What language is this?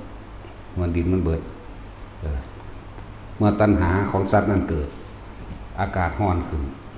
Northeastern Thai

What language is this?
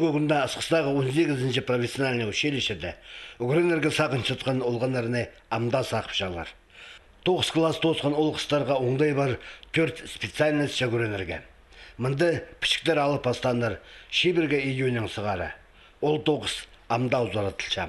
Khakas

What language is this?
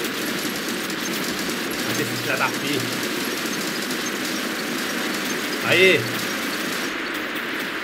Portuguese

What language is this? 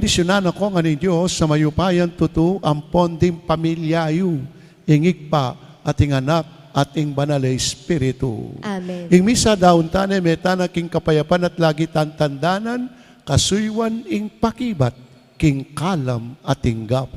Pampanga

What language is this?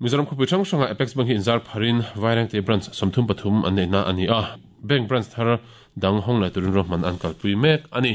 Mizo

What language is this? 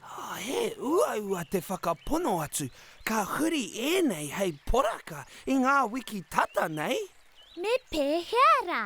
Māori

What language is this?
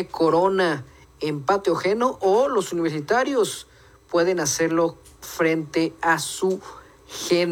Spanish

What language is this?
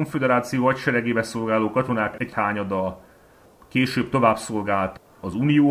Hungarian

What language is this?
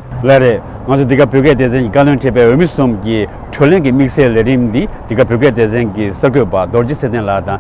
Tibetan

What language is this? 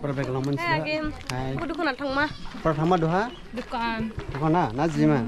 Dimasa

